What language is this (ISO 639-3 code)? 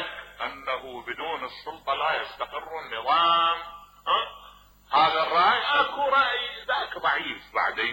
acm